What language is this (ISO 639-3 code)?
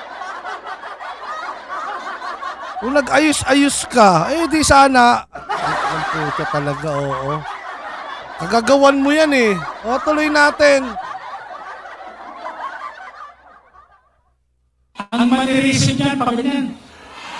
fil